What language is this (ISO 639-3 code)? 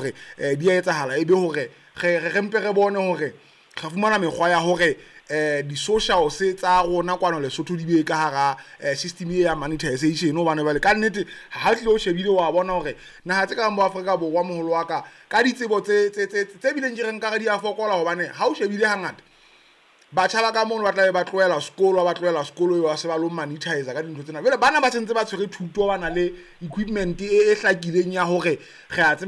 sot